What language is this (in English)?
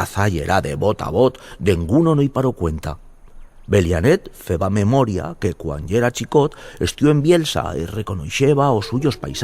Aragonese